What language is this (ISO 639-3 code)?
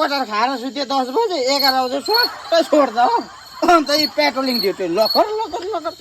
nep